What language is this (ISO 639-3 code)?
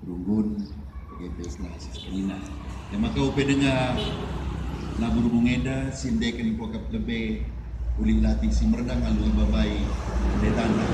btx